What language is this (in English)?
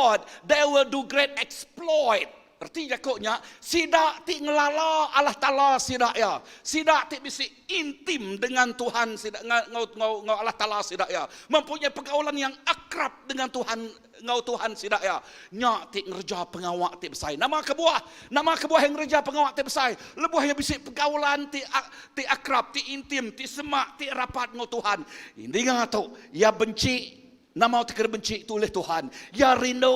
Iban